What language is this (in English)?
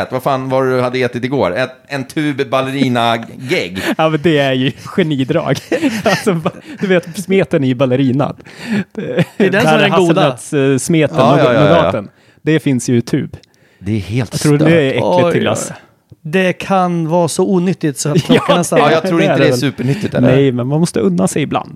Swedish